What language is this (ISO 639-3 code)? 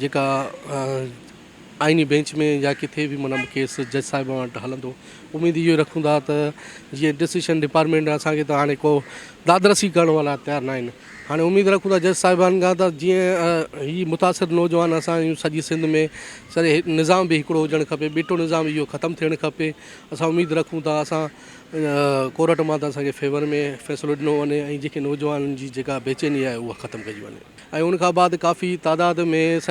snd